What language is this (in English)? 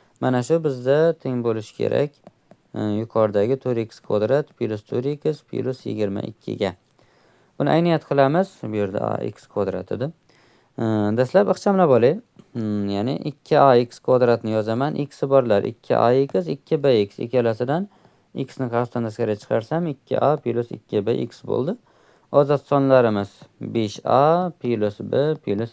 Uzbek